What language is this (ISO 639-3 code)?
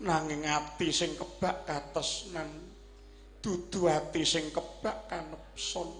jav